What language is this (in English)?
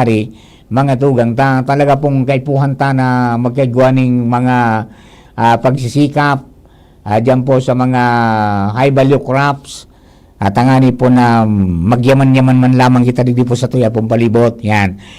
Bikol